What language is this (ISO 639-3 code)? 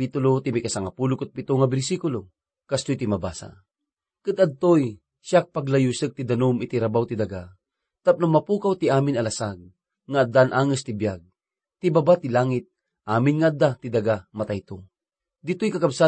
ilo